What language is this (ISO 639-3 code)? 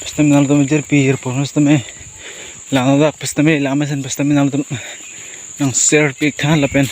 mjw